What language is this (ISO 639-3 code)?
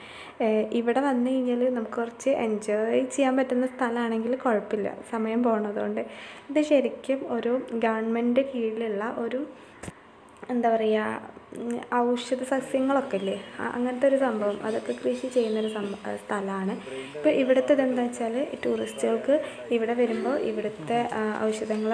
mal